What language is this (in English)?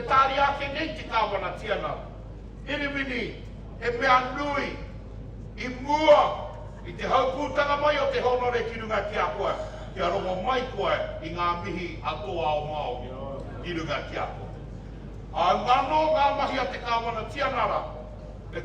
Māori